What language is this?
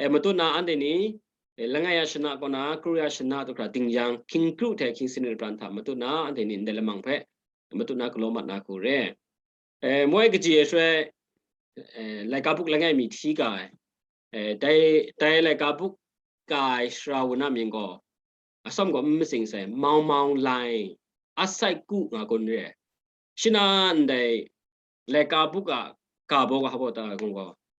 Kachin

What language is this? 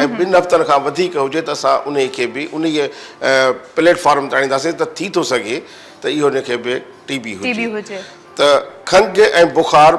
Sindhi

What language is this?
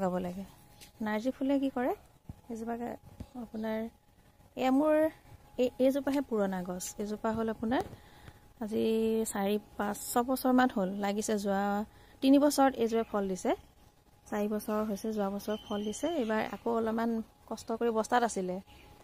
Assamese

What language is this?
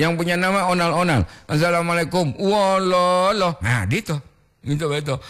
Gorontalo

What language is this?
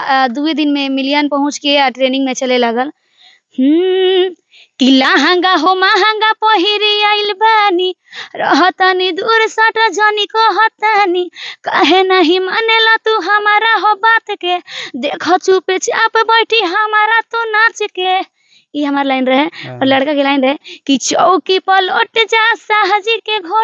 Bhojpuri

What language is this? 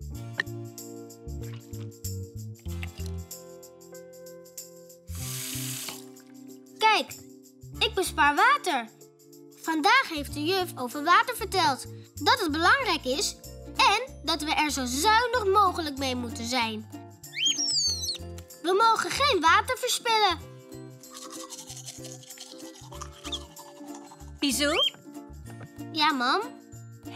Dutch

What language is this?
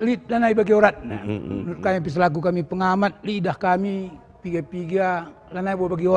Batak Karo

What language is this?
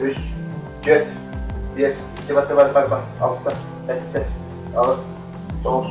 Yakut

